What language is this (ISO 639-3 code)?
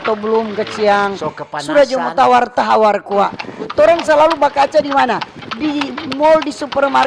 xmm